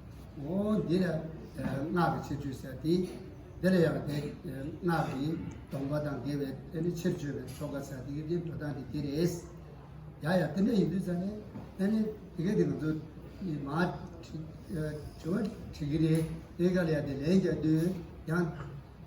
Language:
Tibetan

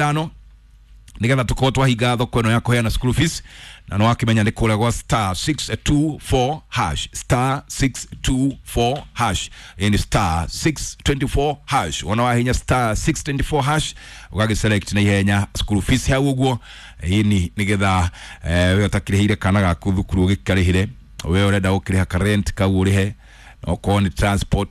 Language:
Kikuyu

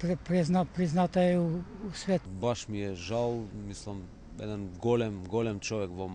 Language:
Macedonian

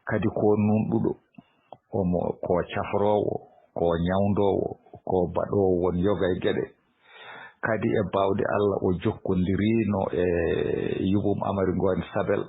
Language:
Fula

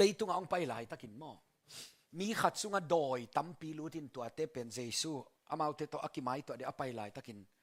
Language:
Tedim Chin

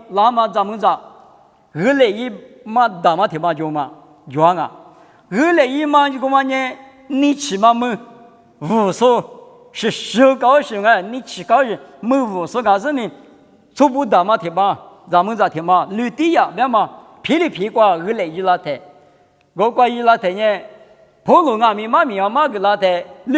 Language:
Lisu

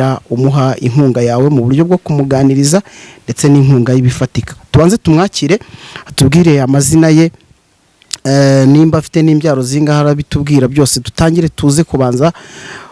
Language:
Kinyarwanda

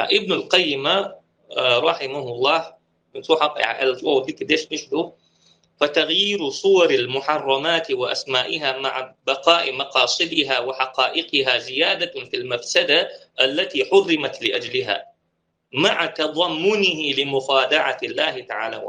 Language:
Chechen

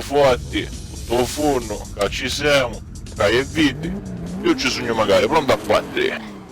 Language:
Sicilian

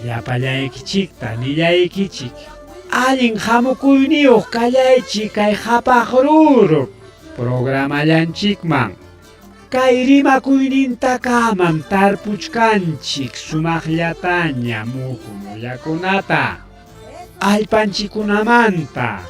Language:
Ayacucho Quechua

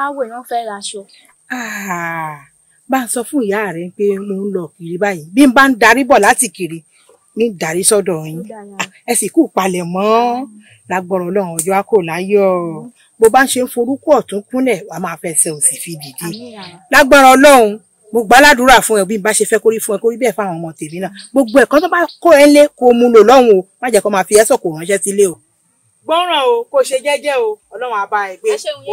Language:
Yoruba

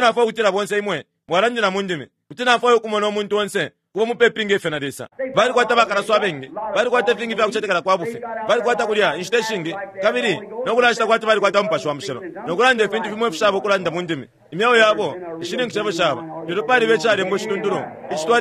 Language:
Bemba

